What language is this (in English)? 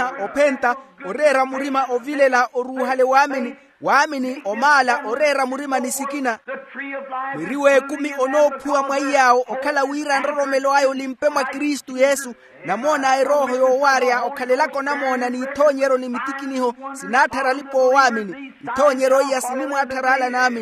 Makhuwa